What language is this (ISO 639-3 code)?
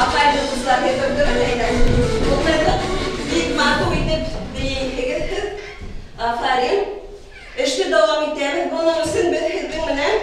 bak